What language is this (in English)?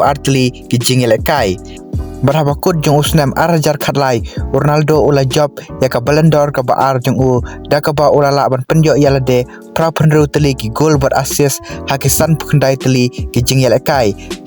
Khasi